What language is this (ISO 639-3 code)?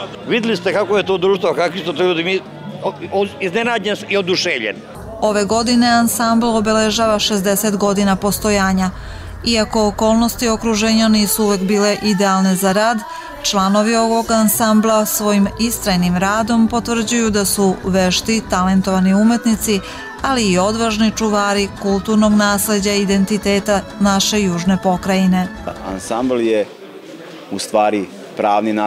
srp